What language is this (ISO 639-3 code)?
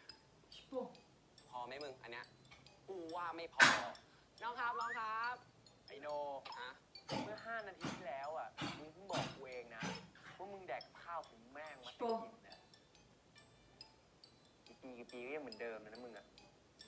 tha